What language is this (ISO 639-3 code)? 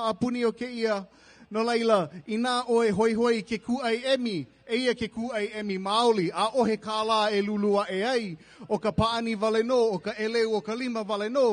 haw